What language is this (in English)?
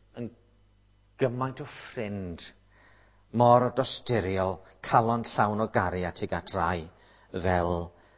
Welsh